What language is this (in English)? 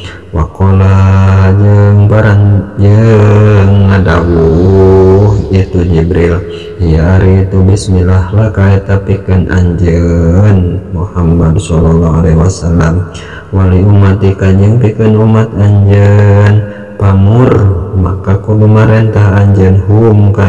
Sundanese